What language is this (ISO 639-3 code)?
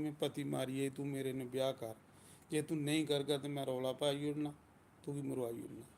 doi